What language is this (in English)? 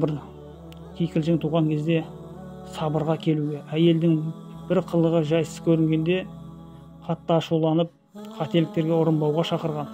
Kazakh